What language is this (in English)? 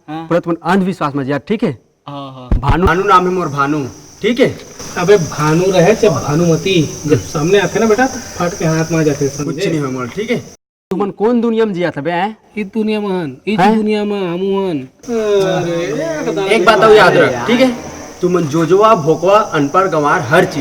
Chhattisgarhi